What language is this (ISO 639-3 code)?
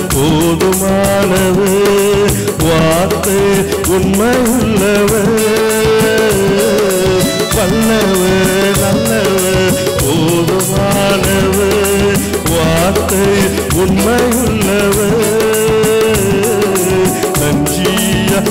tam